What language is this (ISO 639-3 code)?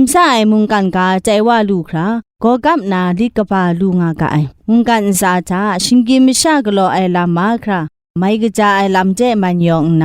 kac